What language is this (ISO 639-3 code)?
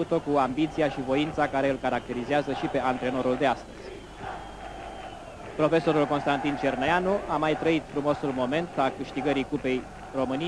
ron